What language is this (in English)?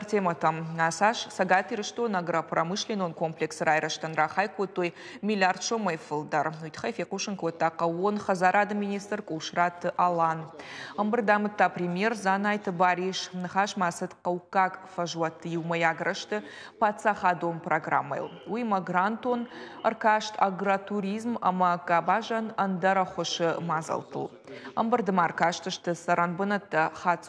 Ossetic